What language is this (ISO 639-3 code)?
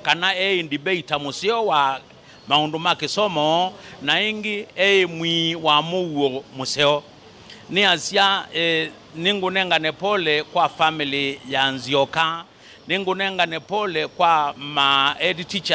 kam